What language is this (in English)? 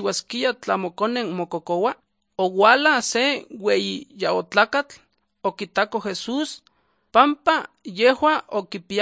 Slovenian